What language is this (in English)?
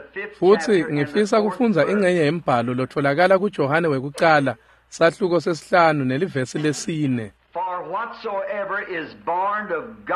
Swati